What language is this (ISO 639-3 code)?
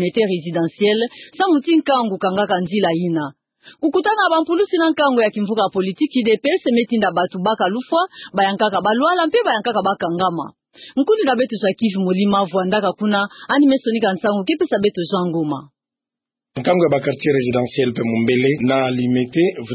ktu